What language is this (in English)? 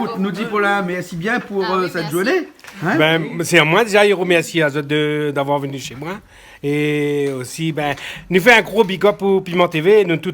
Réunion Creole French